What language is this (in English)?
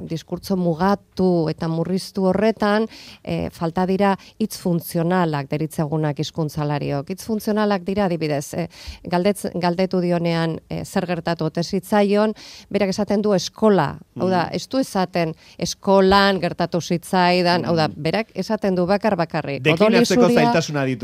Basque